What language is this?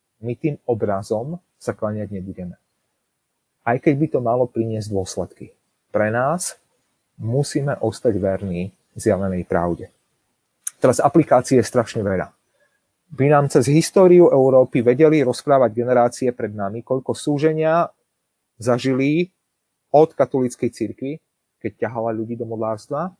Slovak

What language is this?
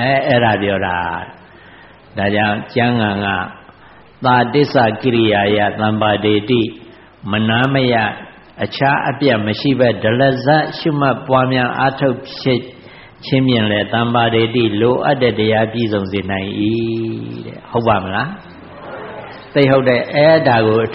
Burmese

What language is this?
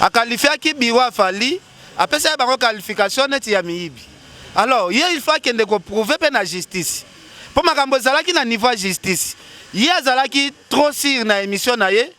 Lingala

